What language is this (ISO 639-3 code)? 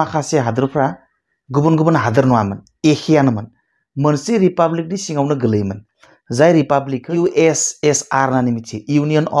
brx